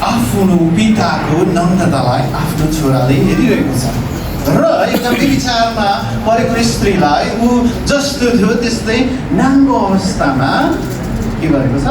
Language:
Nepali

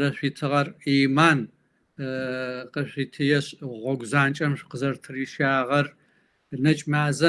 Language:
Kabardian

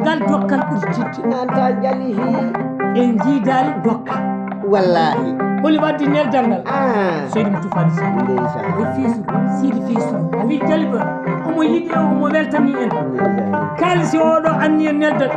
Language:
Maasina Fulfulde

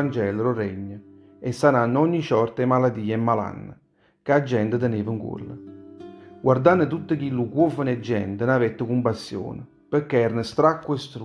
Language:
Neapolitan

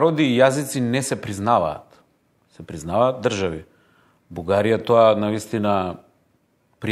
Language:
Macedonian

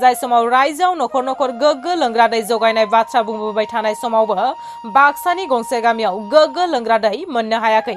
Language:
Bodo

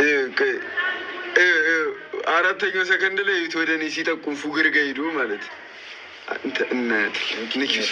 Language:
Amharic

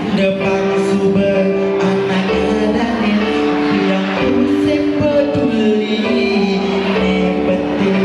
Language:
Balinese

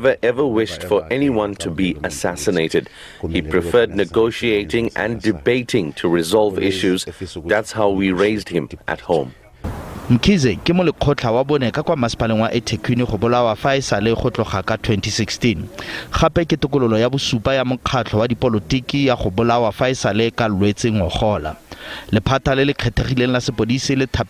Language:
Tswana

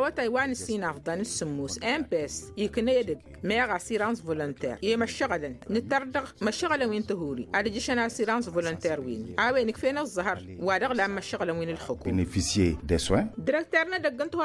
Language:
Tamasheq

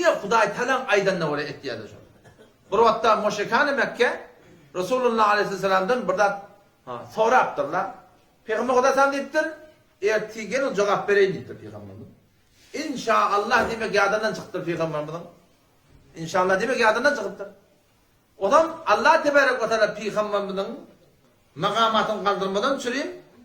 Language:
Turkmen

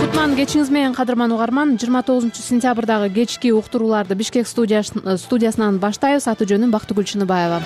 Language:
Kyrgyz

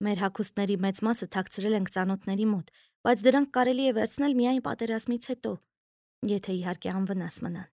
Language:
Armenian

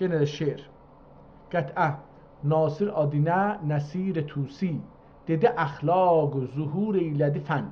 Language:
South Azerbaijani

